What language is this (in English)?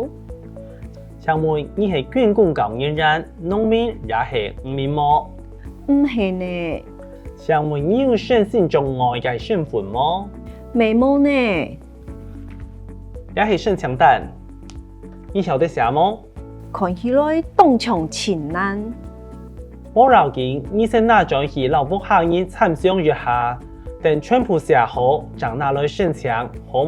Hakka Chinese